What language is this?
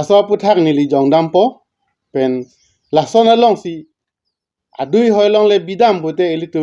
Karbi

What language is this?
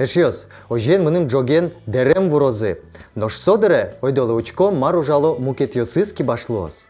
Udmurt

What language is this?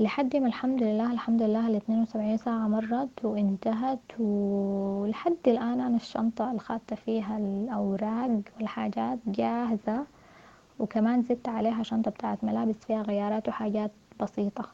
Sudanese Arabic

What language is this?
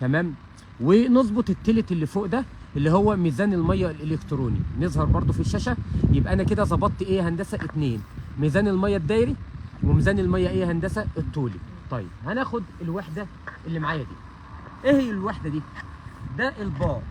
Egyptian Arabic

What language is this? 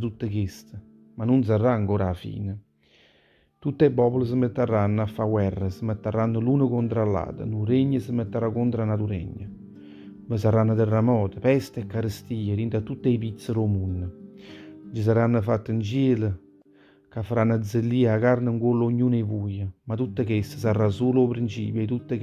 Neapolitan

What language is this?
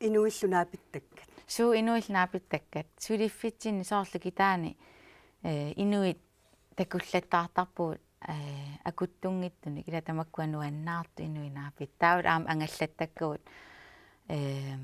Kalaallisut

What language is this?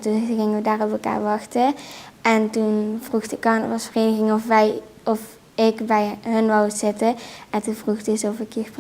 Limburgish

